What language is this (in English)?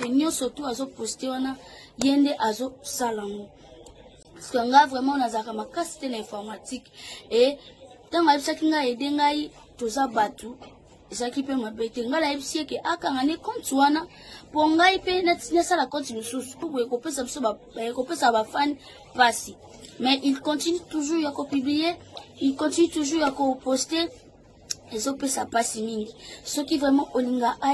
Lingala